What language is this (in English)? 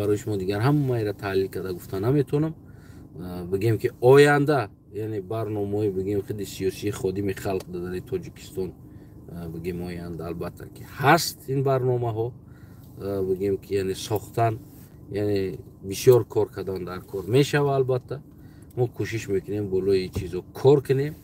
Tajik